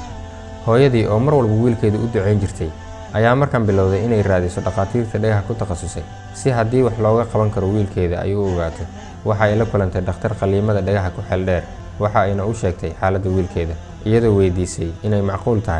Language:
Somali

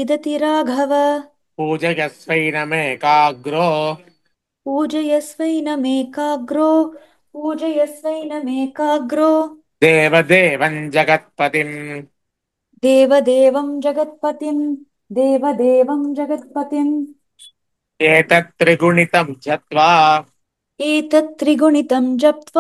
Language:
Sanskrit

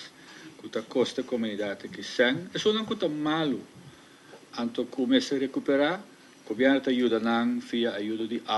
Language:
Papiamento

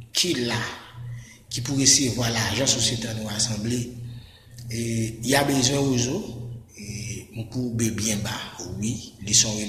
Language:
Haitian Creole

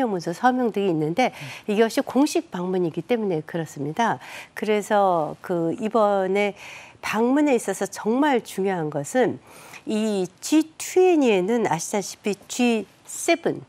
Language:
Korean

